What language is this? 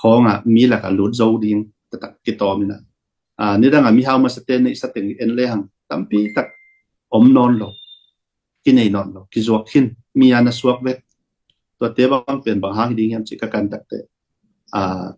Tedim Chin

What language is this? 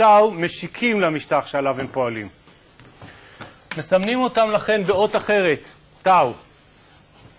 Hebrew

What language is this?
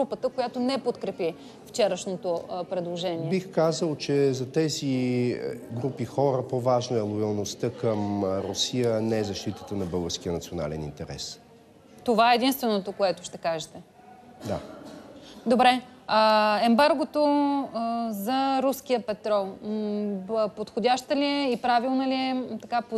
Bulgarian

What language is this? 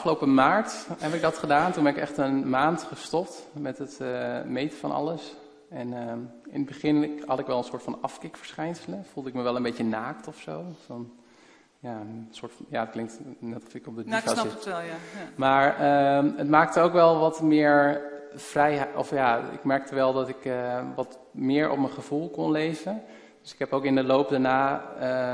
Dutch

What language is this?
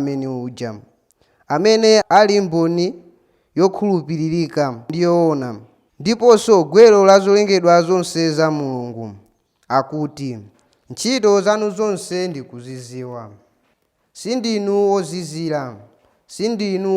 Nyanja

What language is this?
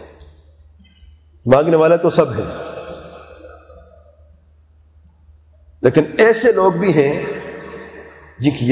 Urdu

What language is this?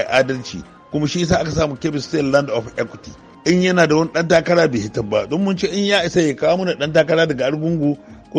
Hausa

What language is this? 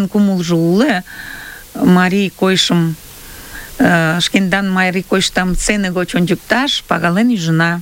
Mari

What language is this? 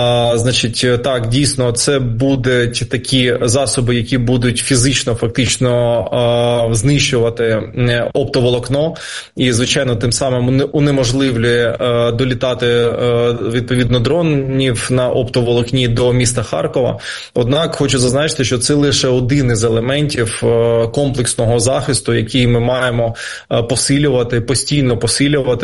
Ukrainian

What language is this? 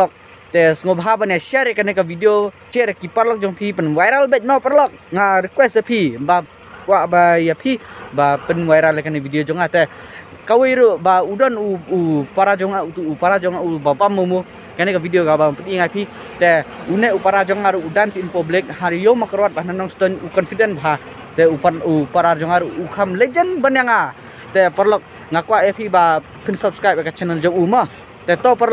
Khasi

